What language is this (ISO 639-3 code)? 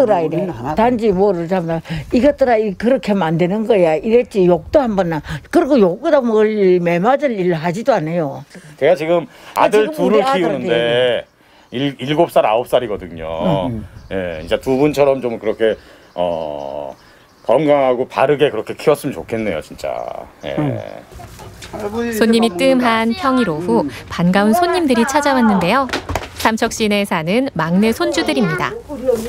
kor